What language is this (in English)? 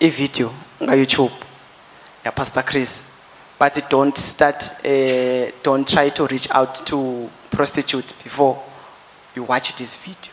Swati